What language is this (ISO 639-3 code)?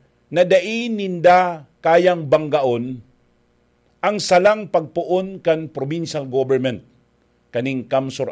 bik